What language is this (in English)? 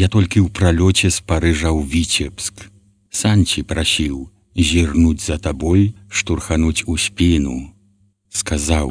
Belarusian